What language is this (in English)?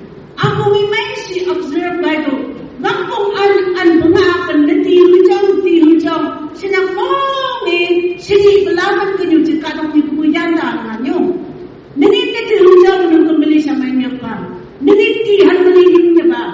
Phom Naga